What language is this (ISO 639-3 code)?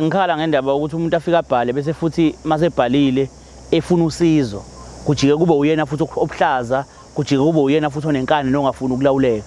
zul